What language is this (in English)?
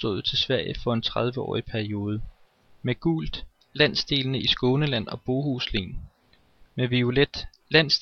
Danish